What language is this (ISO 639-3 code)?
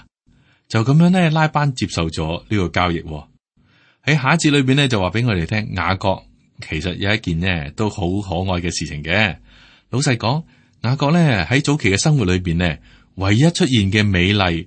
yue